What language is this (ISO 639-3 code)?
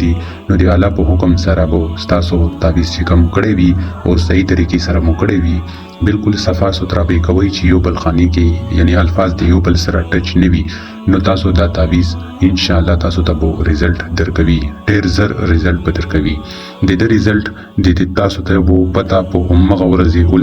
pus